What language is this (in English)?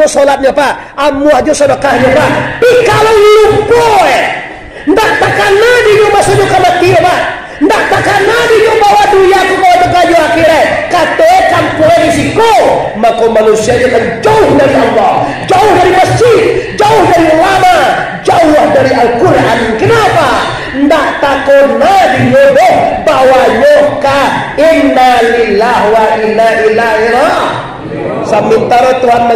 Minangkabau